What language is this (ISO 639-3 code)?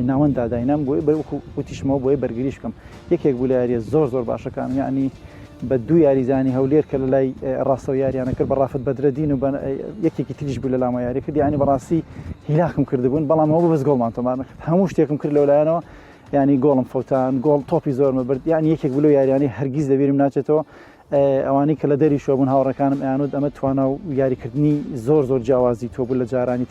ckb